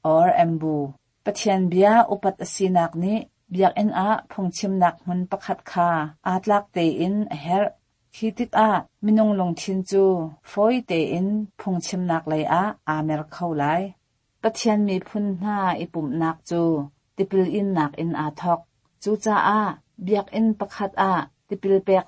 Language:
Hakha Chin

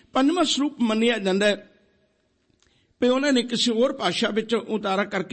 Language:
Punjabi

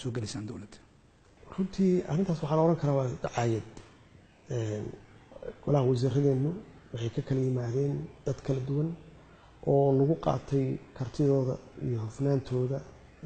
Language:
Somali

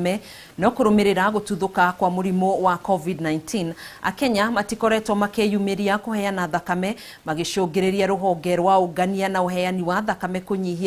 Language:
Kikuyu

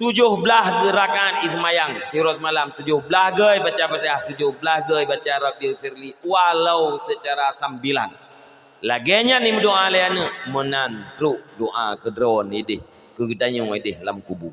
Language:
Achinese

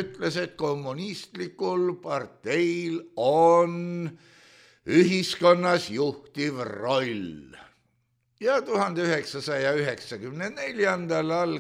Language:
Estonian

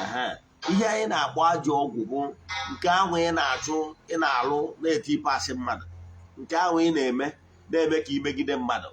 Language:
Igbo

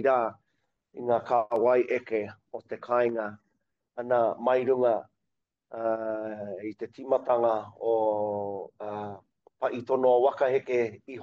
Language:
Māori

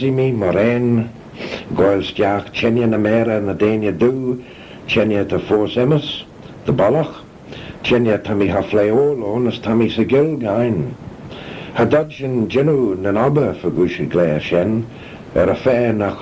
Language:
Manx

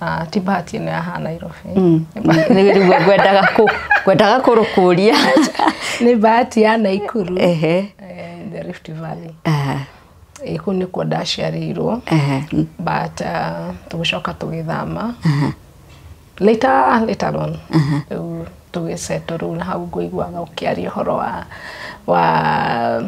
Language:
Kikuyu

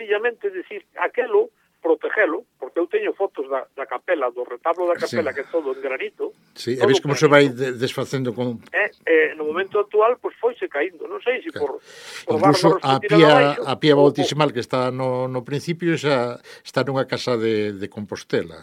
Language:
Galician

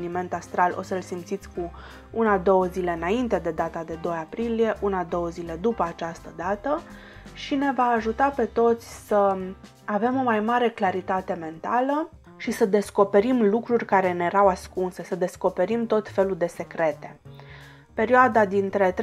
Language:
Romanian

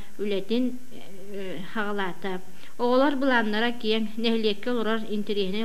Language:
Yakut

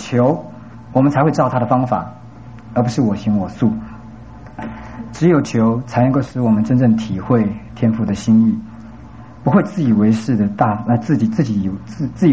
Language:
Chinese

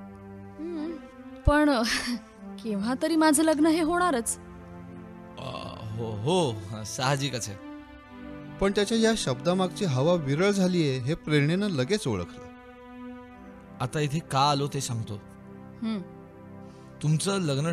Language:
Marathi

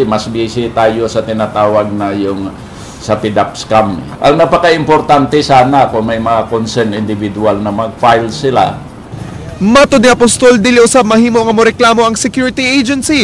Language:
Cebuano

